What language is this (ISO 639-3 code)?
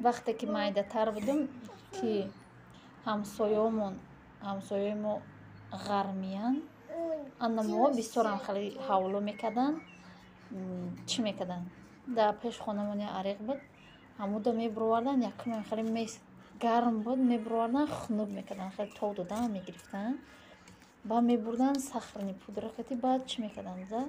tgk